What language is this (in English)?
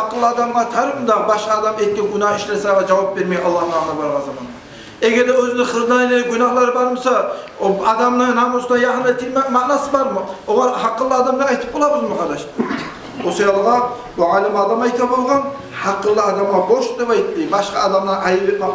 Kumyk